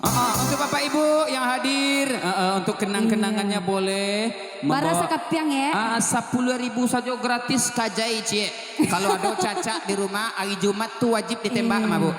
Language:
Minangkabau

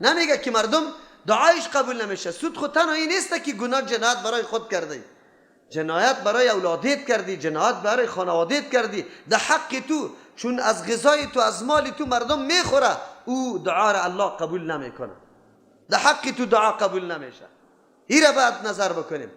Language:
Persian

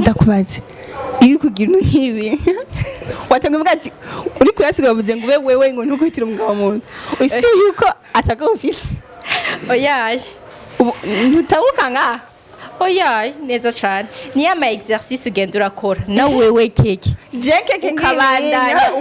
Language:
Rundi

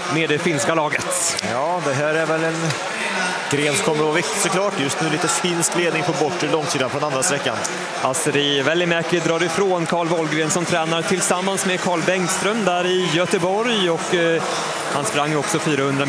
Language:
Swedish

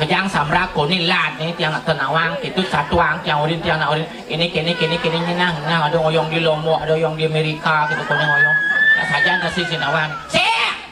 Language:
Balinese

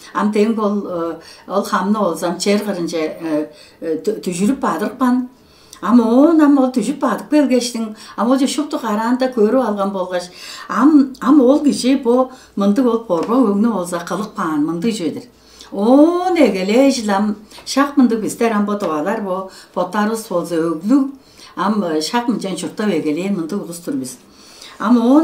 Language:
Tuvinian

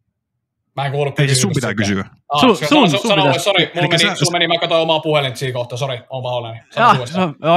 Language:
Finnish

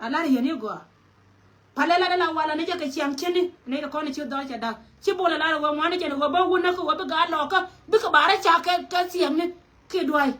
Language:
Nuer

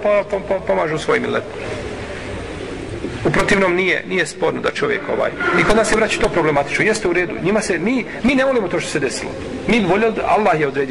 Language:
Bosnian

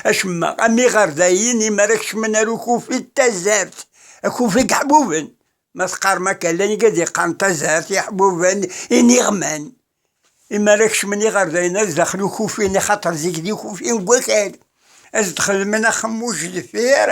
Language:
Kabyle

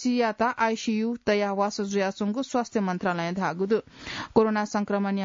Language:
Newari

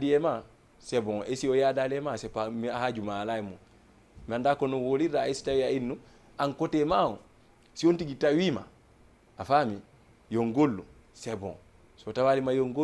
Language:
Fula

